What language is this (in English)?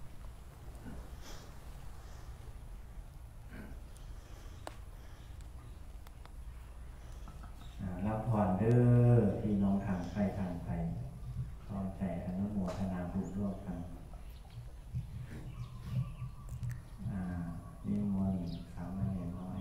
Thai